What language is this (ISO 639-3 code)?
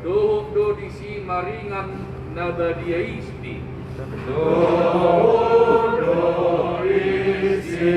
bbc